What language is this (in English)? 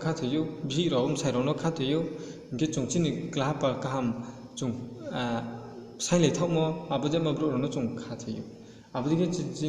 Riang (India)